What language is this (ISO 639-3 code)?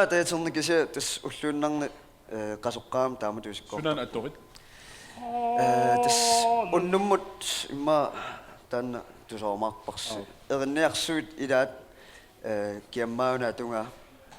kal